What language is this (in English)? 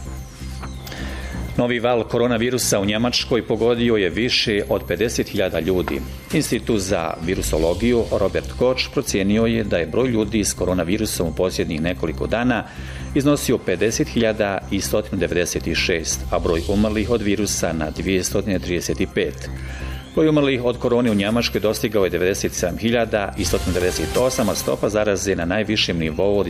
Bosnian